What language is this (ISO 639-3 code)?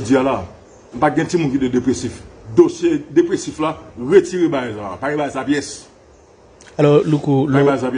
hat